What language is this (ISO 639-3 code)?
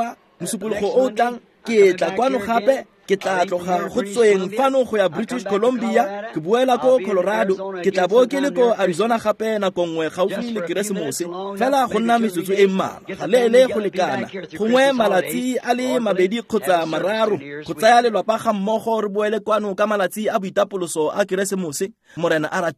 tsn